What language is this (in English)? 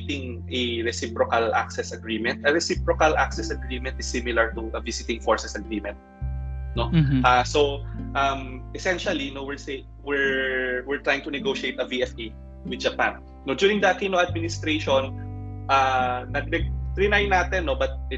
Filipino